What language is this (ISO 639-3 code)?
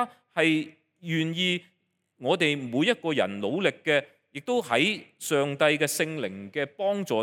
yue